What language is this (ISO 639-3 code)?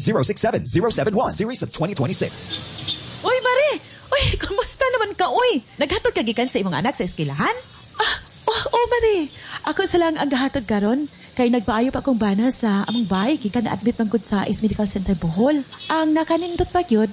ceb